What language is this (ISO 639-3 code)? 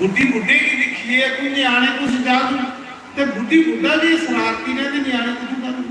doi